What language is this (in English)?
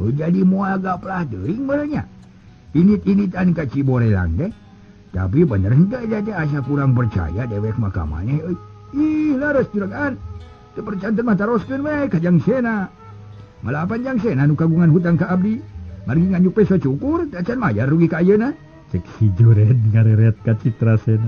Sundanese